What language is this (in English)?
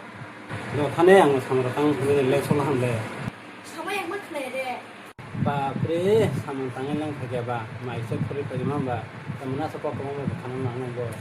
Kok Borok